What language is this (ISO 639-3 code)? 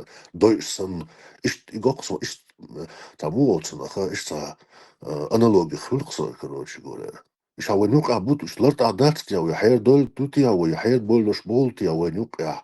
che